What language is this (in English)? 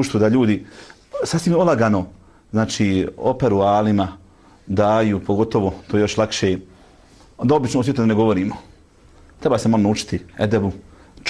Bosnian